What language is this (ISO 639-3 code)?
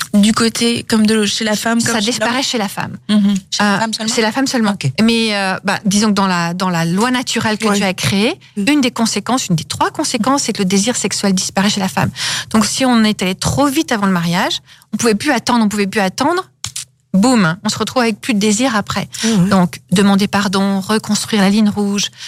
fra